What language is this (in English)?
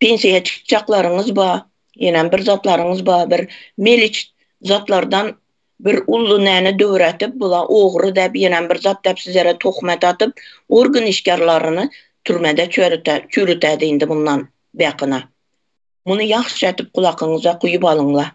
Turkmen